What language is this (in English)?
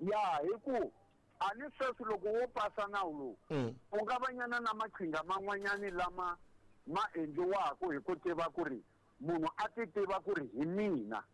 Tsonga